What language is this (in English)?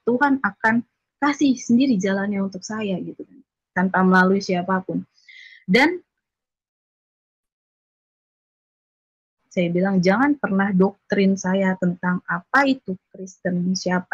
Indonesian